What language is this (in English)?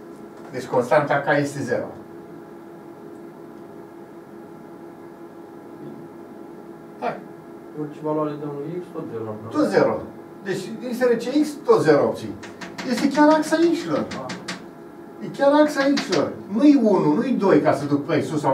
Romanian